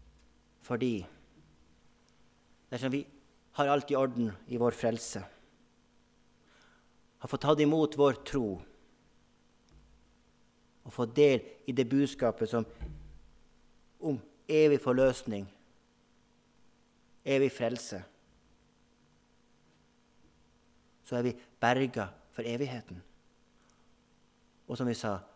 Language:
Norwegian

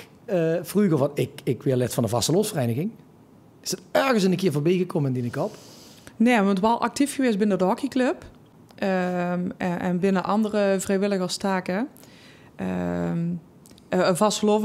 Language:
Limburgish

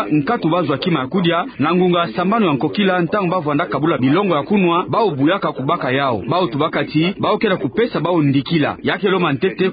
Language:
Kituba (Democratic Republic of Congo)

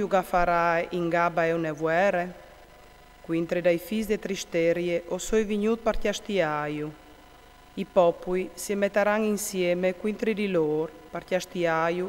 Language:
Friulian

